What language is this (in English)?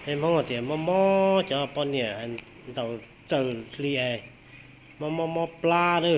Hmong